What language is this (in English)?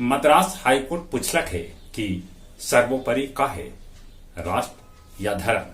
Magahi